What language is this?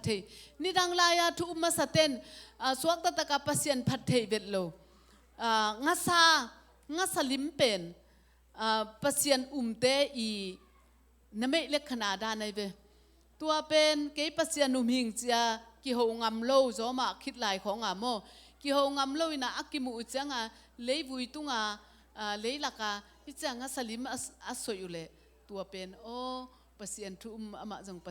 Tedim Chin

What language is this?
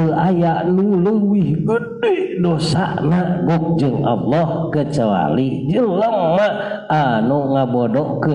Sundanese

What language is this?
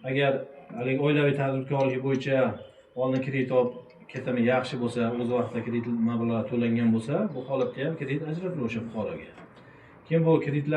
Uzbek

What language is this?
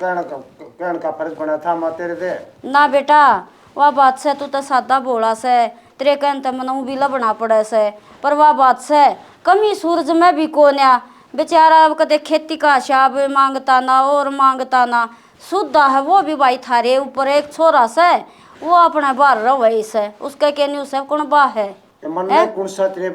Haryanvi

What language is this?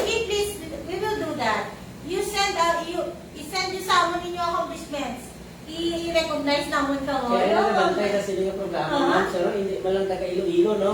Hiligaynon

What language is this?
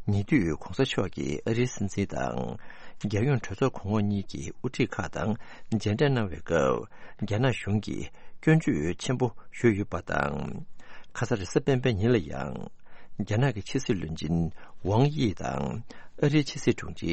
Tibetan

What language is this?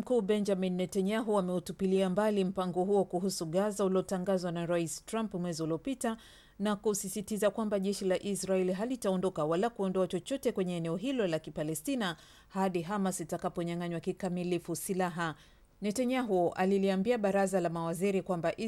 Swahili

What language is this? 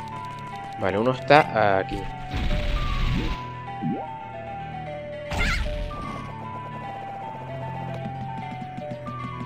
Spanish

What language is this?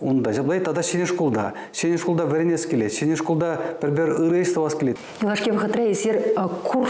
Chuvash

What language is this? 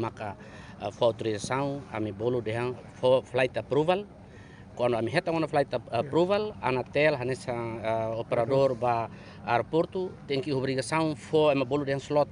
Tetum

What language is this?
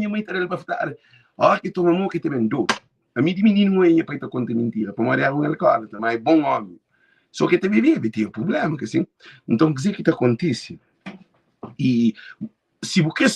Kabuverdianu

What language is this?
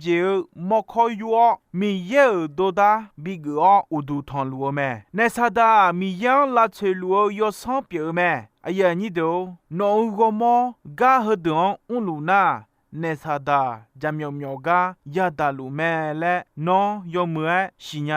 Akha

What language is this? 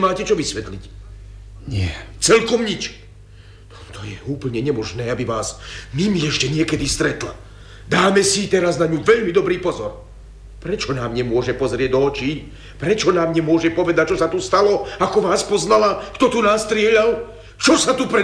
Slovak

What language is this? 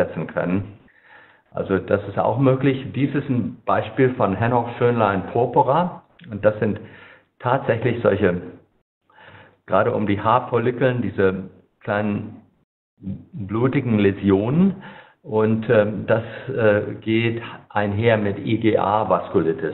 German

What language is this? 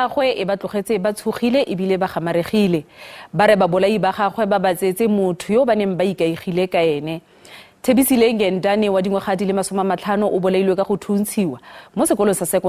Tswana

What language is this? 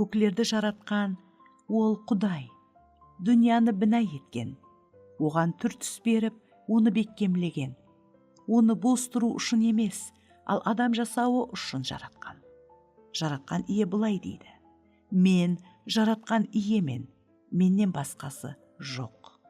Kara-Kalpak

